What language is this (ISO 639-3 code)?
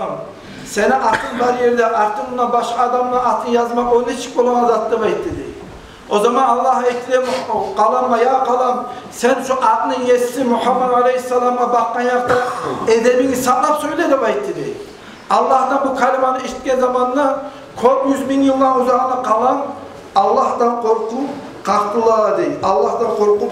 kum